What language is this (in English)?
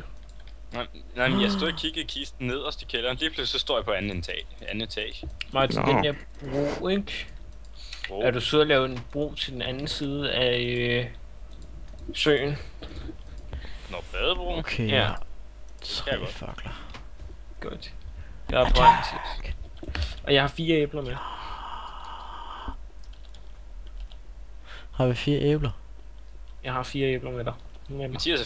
Danish